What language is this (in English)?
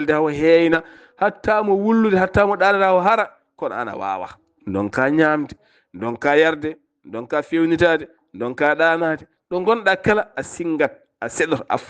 Fula